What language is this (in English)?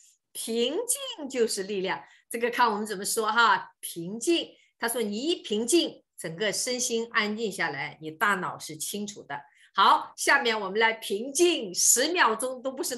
Chinese